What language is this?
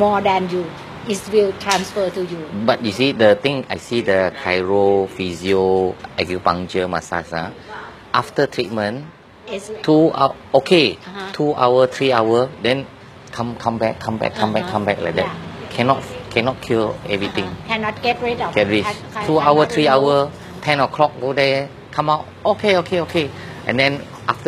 English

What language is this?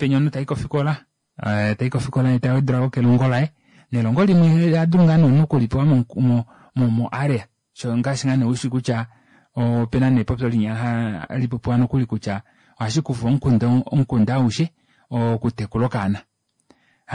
Kuanyama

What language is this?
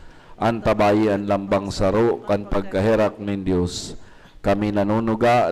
Bikol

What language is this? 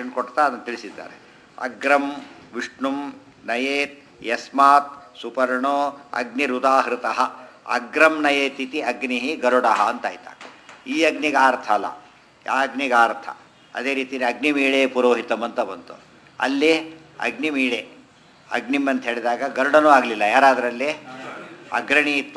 Kannada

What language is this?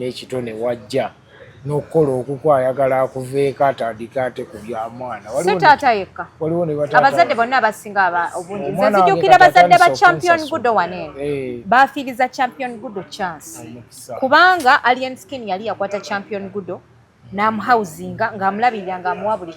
Ganda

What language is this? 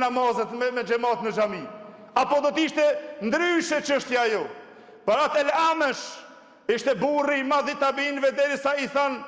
Albanian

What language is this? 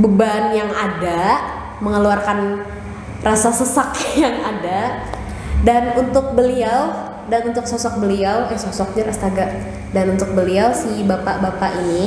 Banjar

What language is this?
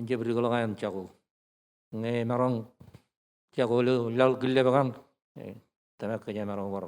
Marshallese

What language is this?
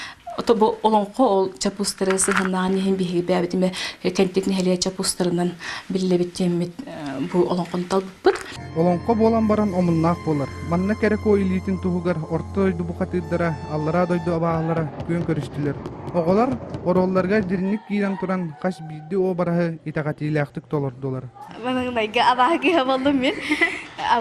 Yakut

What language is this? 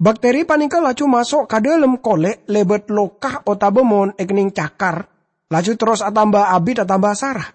Madurese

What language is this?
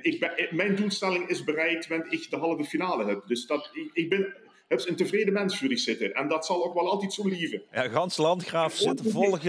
Limburgish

